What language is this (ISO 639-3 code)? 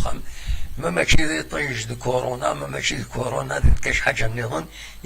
kab